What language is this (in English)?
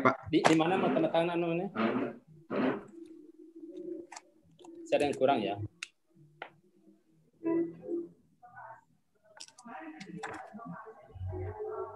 Indonesian